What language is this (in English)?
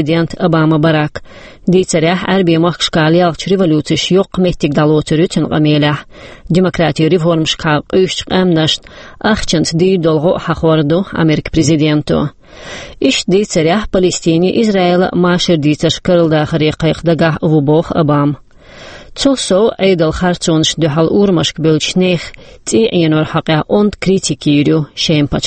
Chechen